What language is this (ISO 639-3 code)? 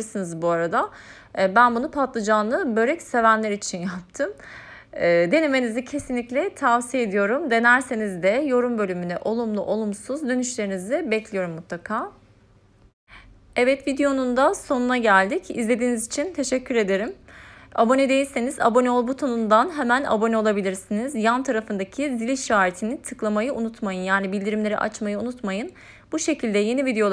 tur